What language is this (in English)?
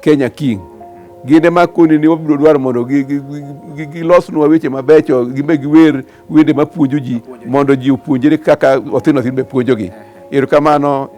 Luo (Kenya and Tanzania)